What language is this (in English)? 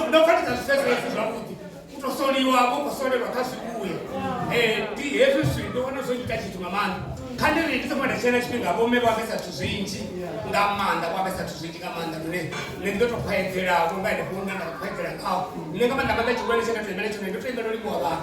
Venda